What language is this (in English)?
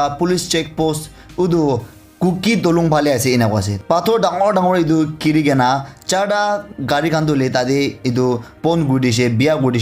Naga Pidgin